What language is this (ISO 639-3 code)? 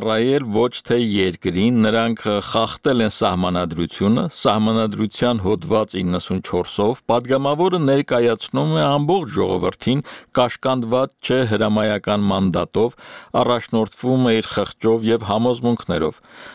hye